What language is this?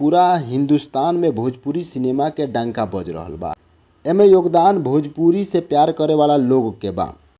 Bhojpuri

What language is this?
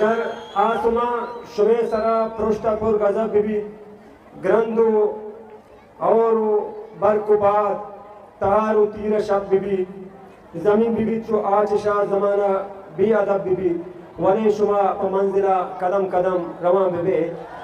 Eastern Balochi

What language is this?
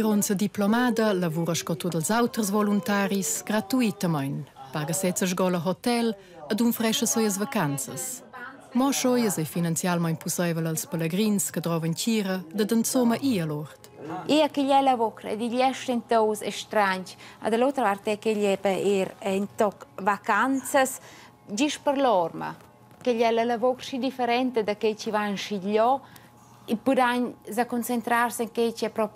Romansh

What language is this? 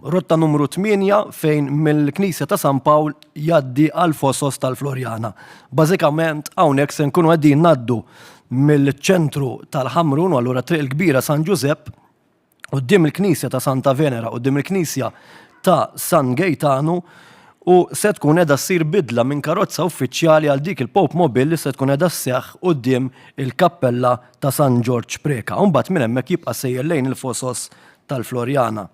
Maltese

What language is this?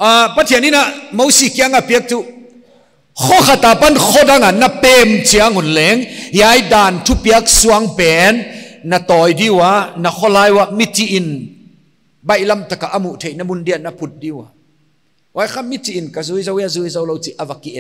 Paite Chin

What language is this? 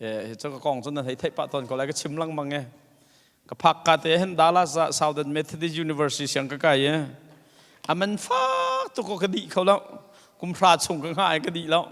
Hakha Chin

